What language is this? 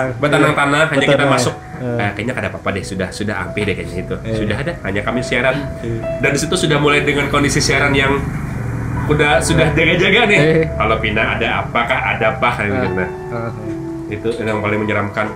Banjar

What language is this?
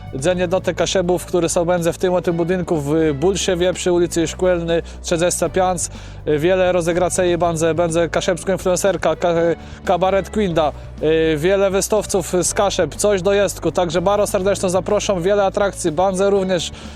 Kashubian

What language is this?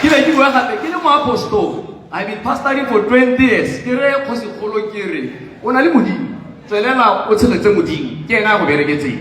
Tswana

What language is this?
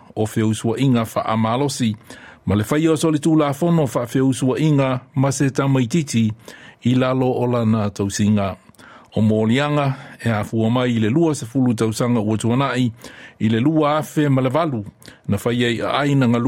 Samoan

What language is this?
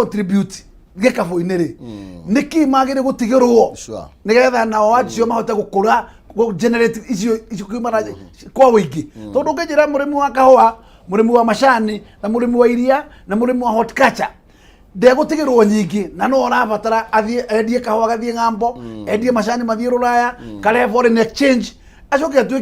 Kikuyu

